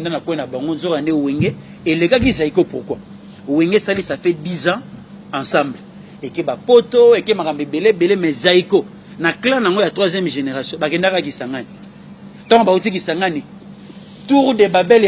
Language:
Lingala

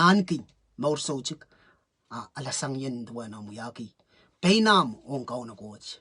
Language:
Pohnpeian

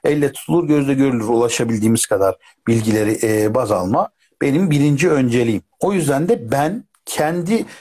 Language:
Turkish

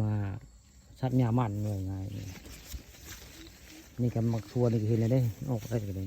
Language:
Northeastern Thai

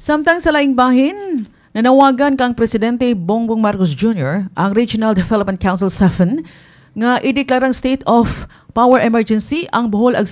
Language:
Cebuano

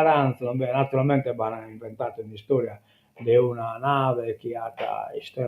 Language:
Sardinian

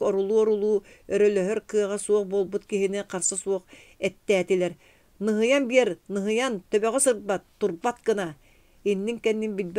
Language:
Yakut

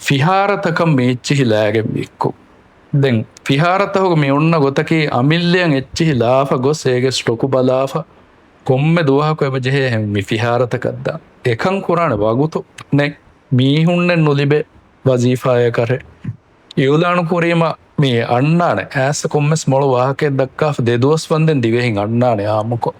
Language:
Divehi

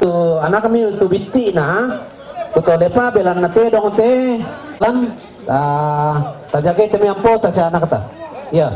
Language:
Toraja-Sa'dan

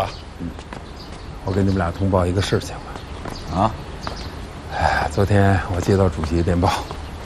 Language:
Chinese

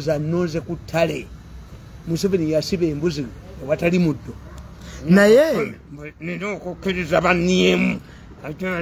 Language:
Ganda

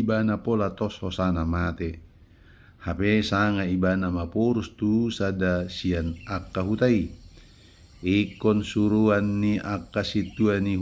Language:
Batak Toba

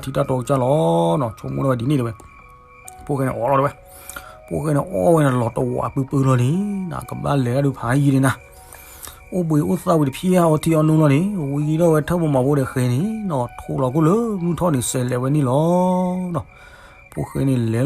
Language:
S'gaw Karen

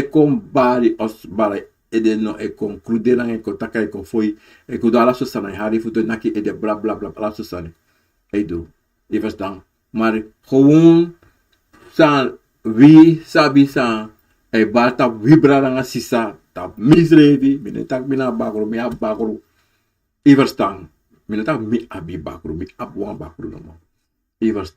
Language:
Sranan Tongo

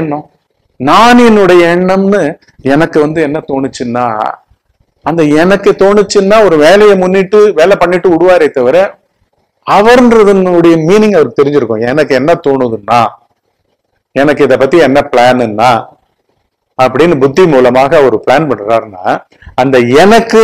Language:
Tamil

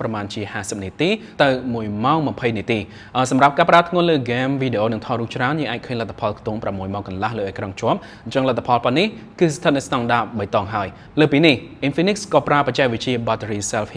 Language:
Khmer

